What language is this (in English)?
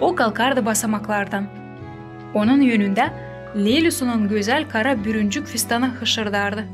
Gagauz